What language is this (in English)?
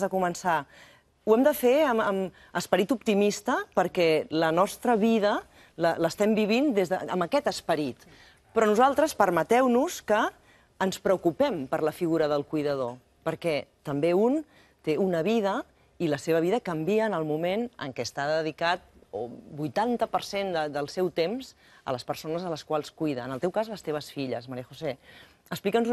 Catalan